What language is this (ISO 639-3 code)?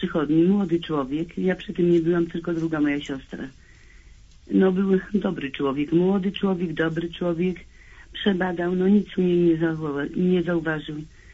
pol